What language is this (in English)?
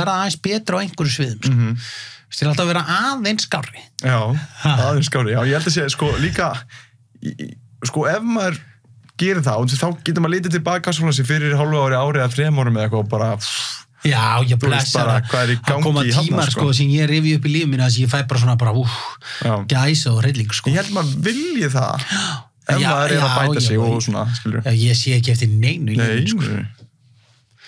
Icelandic